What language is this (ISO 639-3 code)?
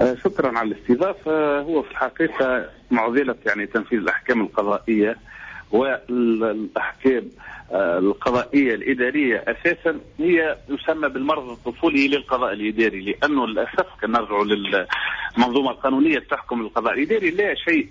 aeb